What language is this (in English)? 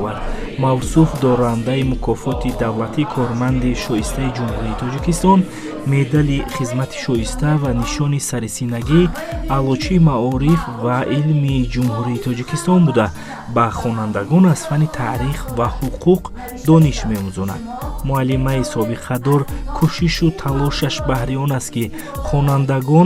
Tajik